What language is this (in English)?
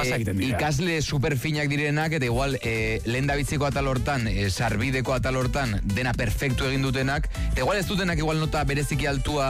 Basque